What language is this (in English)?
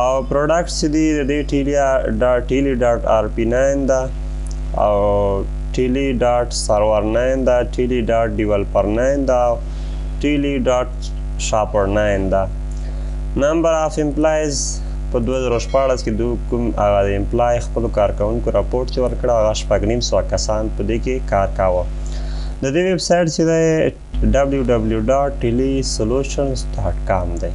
Pashto